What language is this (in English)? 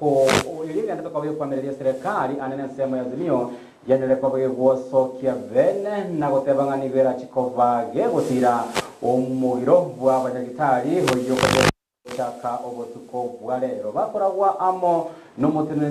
Gusii